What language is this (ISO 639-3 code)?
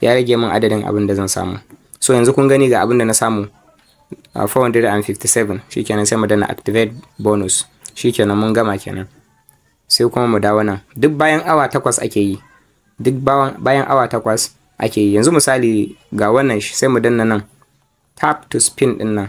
hau